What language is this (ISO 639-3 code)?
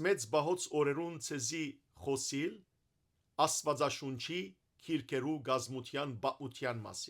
hyw